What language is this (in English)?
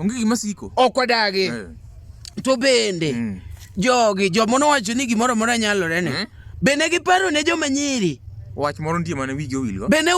Luo (Kenya and Tanzania)